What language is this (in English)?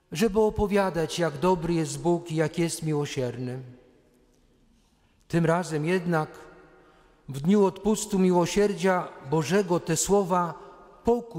Polish